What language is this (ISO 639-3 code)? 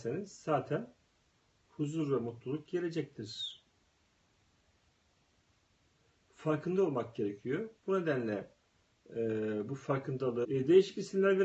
tur